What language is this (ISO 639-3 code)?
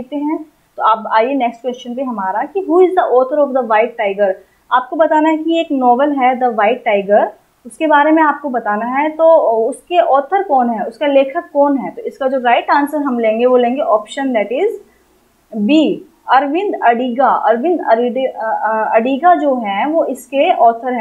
hin